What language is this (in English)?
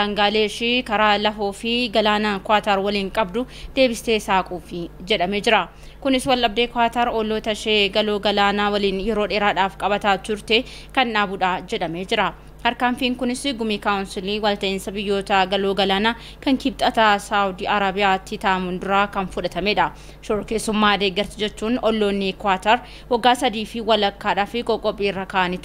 Oromo